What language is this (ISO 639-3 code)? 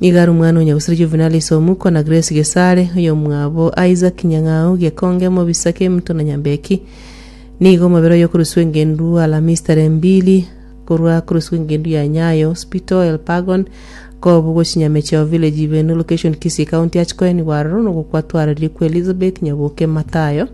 guz